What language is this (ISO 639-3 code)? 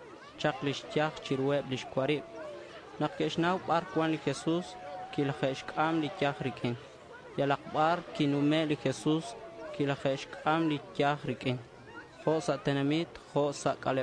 kek